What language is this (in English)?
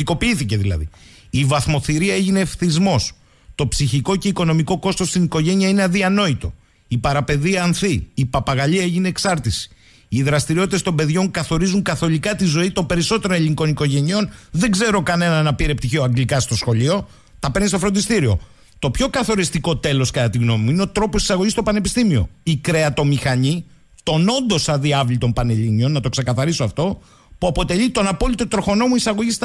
Greek